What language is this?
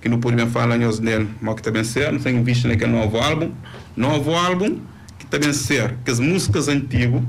Kabuverdianu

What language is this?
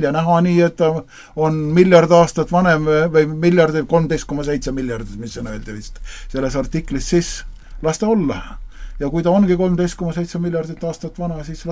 Estonian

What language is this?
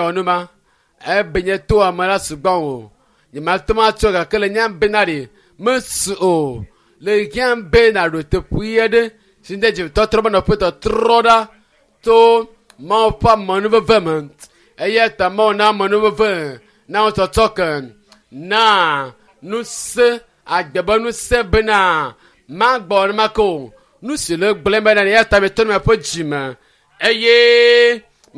Ewe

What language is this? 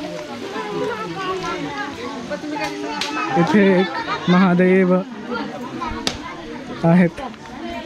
Marathi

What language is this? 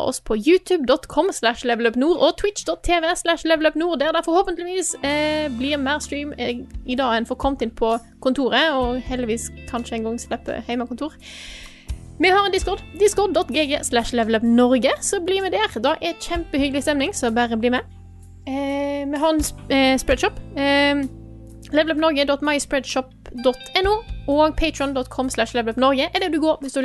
Norwegian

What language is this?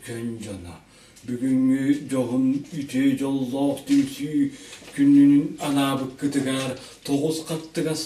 Yakut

